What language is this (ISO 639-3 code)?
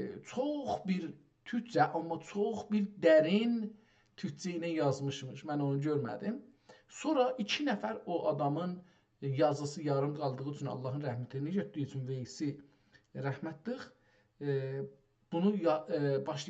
azb